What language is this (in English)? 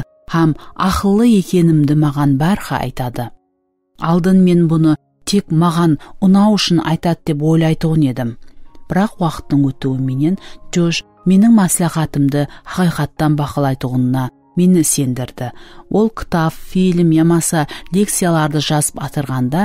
Kara-Kalpak